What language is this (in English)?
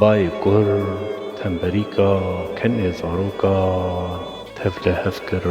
Kurdish